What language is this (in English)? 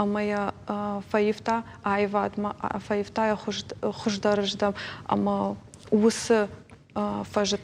Ossetic